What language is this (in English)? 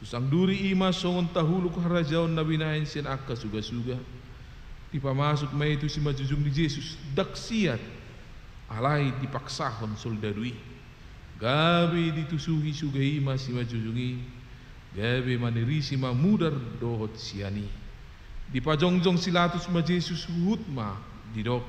Batak Toba